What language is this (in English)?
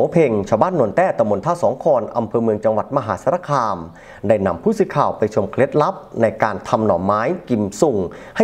Thai